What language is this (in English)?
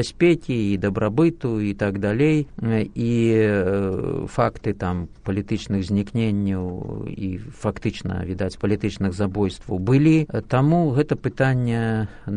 Belarusian